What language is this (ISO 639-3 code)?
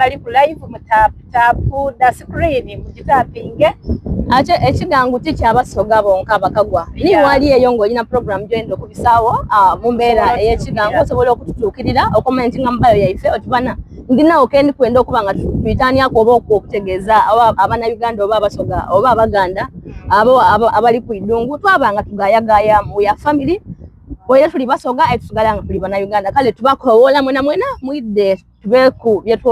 xog